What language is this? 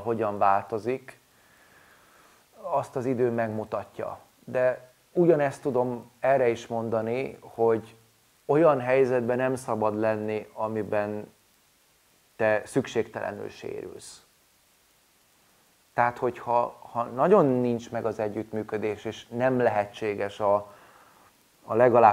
Hungarian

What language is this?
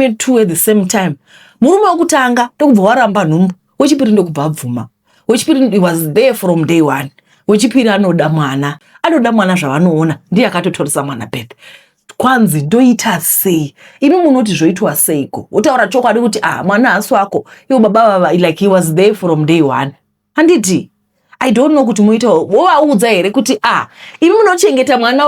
Shona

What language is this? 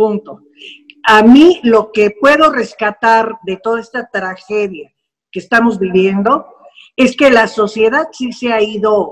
Spanish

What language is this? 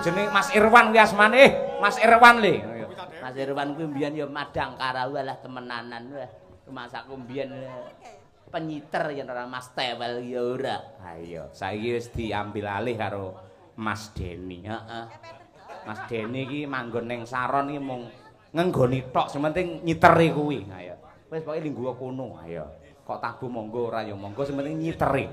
Javanese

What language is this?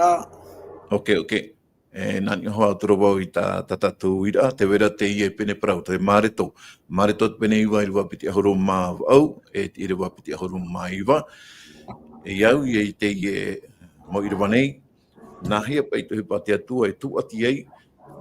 Tahitian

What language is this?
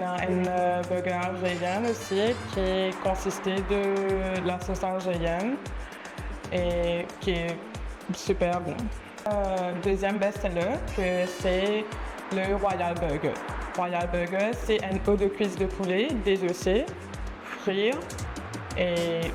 Morisyen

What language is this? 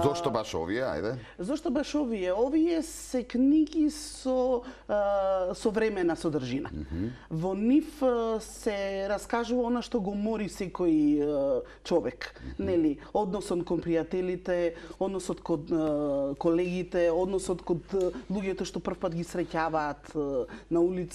Macedonian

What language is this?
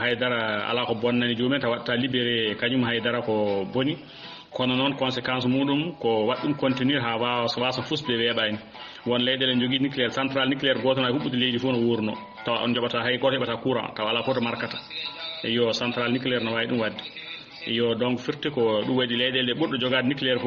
Fula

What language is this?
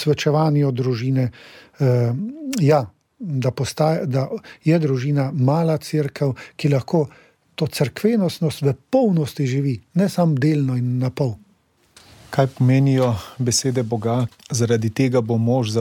Slovenian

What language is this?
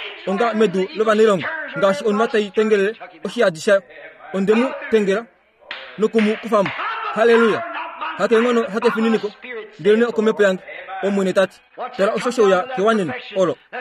Kuanyama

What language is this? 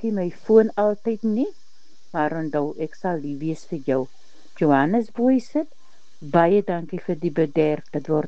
Afrikaans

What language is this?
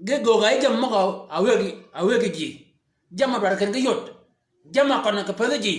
Shilluk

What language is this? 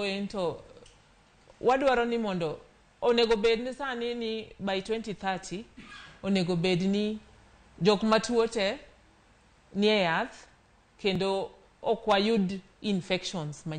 Luo (Kenya and Tanzania)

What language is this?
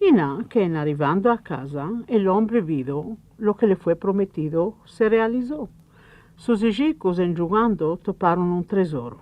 Ladino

